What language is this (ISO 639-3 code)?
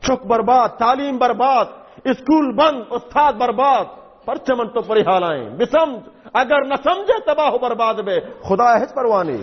bal